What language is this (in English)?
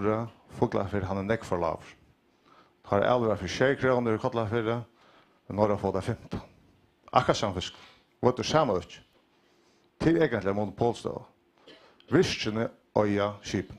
Faroese